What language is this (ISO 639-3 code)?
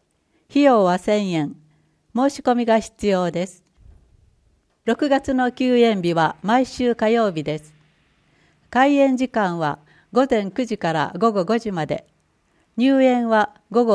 jpn